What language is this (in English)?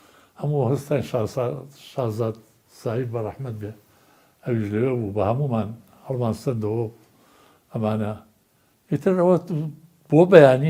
Central Kurdish